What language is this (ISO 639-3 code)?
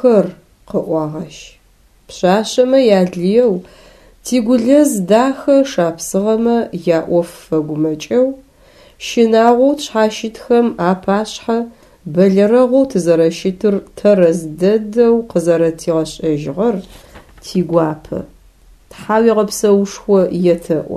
ady